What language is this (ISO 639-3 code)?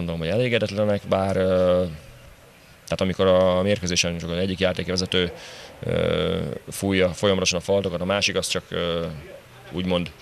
hun